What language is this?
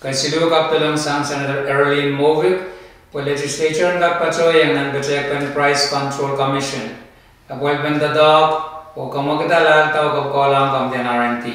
Pohnpeian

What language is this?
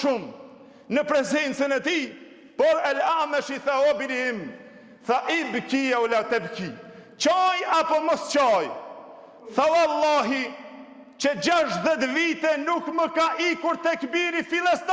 Albanian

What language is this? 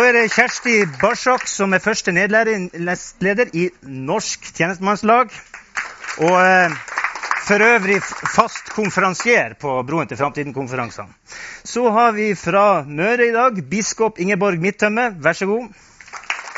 Norwegian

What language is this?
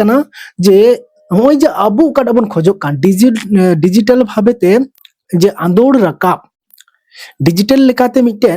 Santali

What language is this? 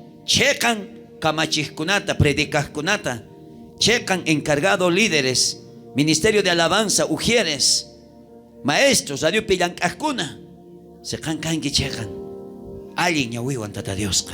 South Bolivian Quechua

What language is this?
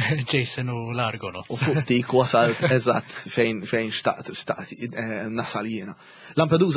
Maltese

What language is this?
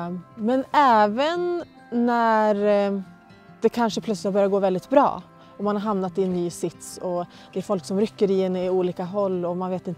Swedish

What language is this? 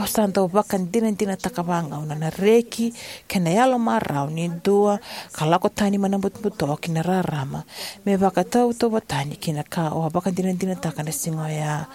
Fijian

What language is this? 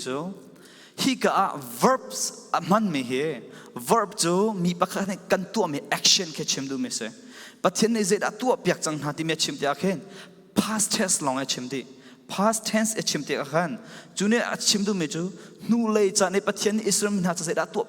Falam Chin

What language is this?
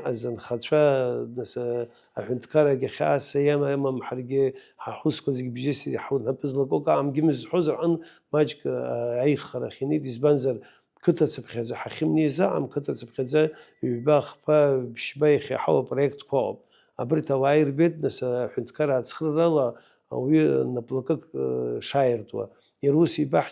Abkhazian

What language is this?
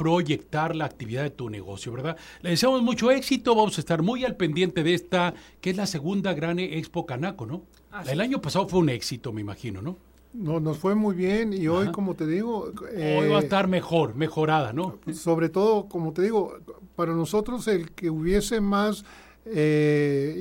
Spanish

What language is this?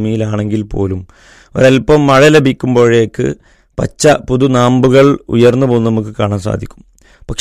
Malayalam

